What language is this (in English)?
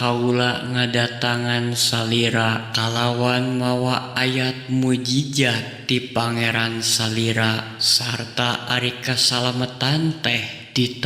Sundanese